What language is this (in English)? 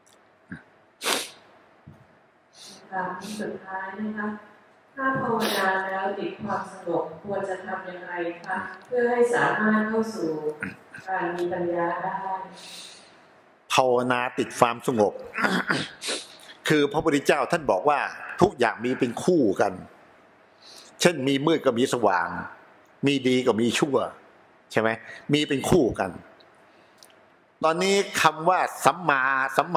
Thai